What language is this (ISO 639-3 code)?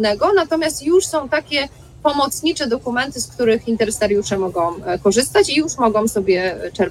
pol